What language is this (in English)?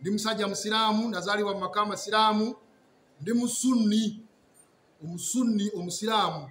Ganda